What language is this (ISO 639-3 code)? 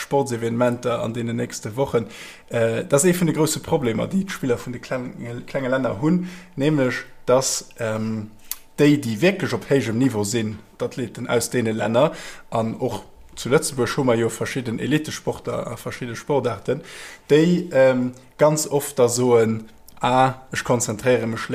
ltz